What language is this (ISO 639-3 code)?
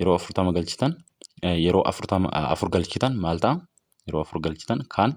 orm